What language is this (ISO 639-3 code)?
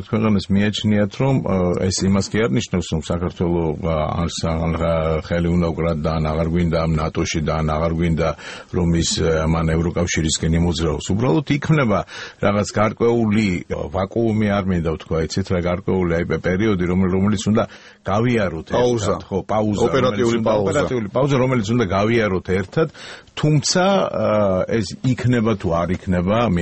kat